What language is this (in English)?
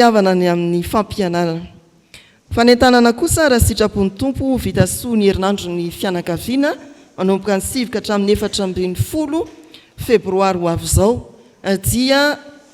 Malagasy